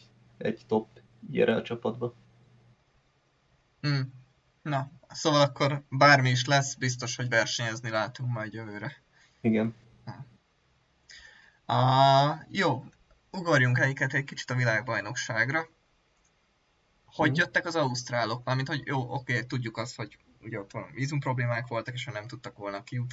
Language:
Hungarian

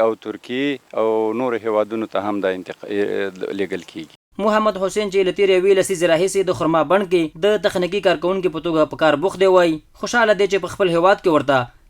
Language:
Pashto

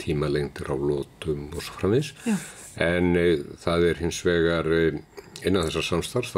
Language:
Icelandic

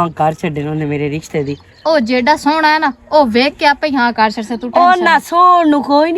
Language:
Western Panjabi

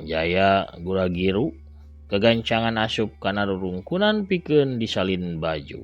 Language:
Sundanese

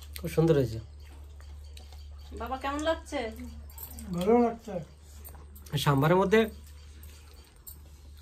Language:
Bangla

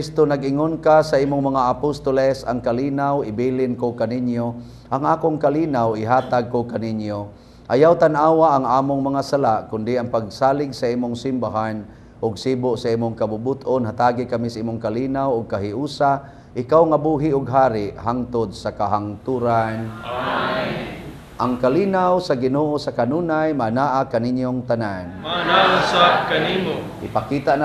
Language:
Cebuano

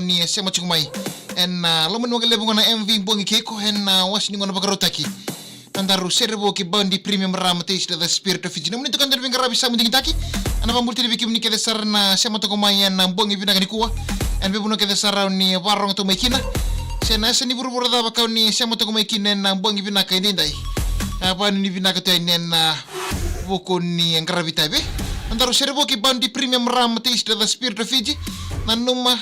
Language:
Fijian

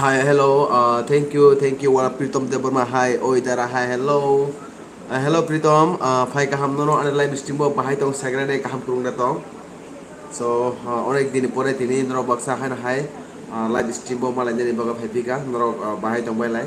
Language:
Kok Borok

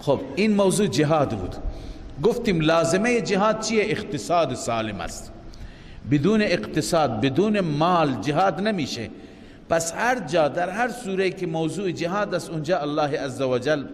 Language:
Persian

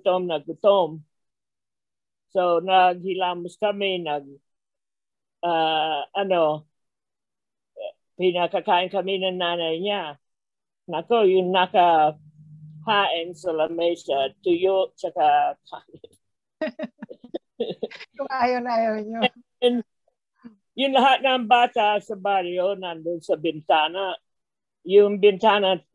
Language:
Filipino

